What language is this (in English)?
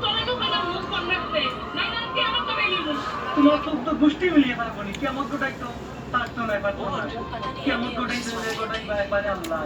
Sylheti